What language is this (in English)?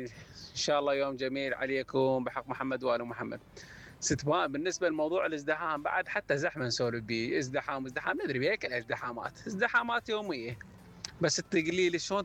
Mesopotamian Arabic